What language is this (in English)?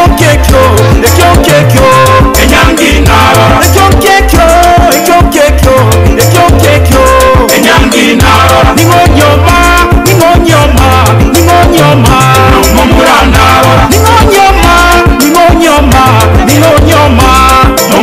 Gusii